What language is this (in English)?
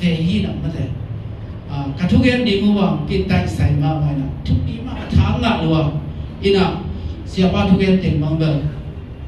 Tedim Chin